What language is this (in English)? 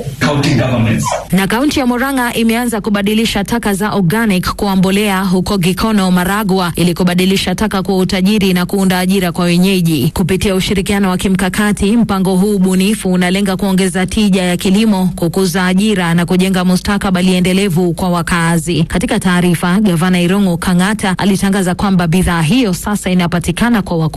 Swahili